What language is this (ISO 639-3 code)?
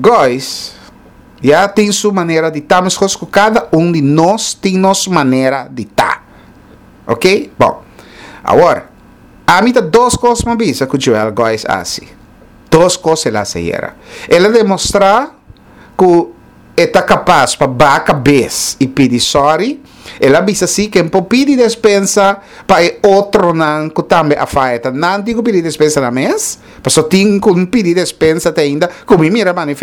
pap